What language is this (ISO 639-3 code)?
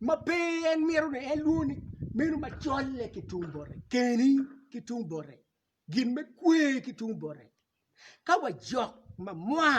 ach